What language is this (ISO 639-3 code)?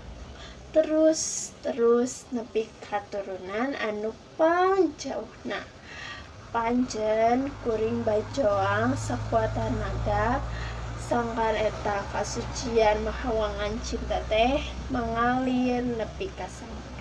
sun